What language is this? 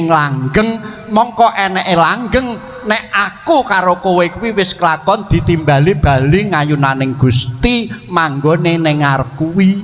Javanese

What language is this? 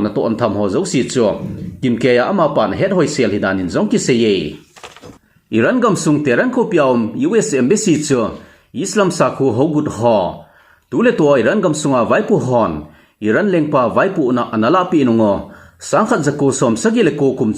Thado Chin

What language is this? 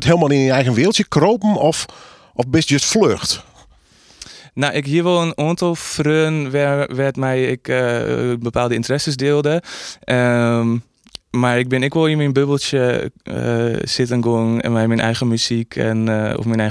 Dutch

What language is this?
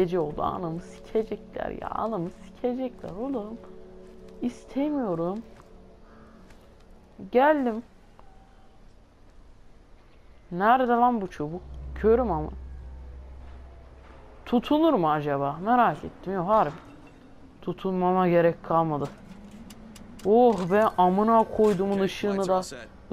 Turkish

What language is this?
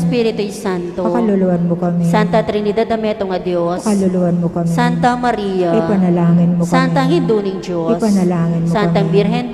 Pampanga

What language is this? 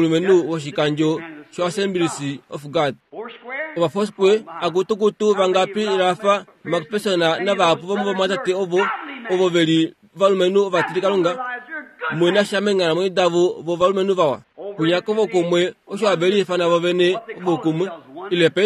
Kuanyama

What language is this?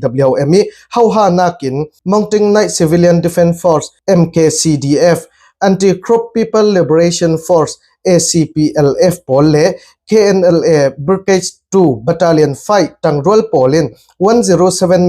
Falam Chin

